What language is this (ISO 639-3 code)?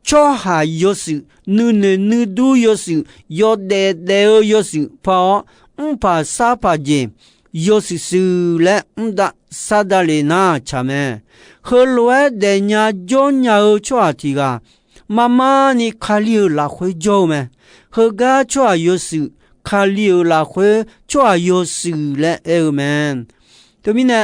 ahk